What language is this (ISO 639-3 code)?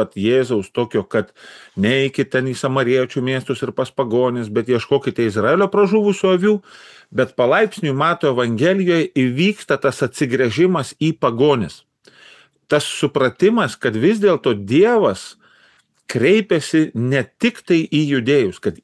lit